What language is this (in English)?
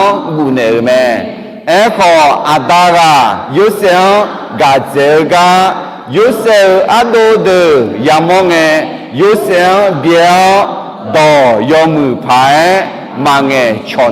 Akha